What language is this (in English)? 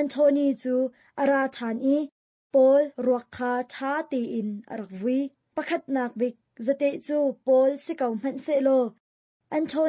Hakha Chin